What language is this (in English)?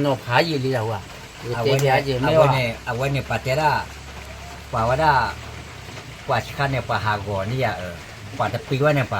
S'gaw Karen